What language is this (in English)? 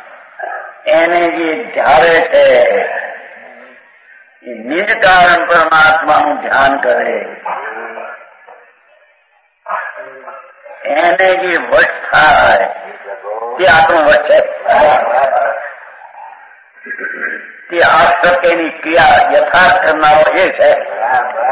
Gujarati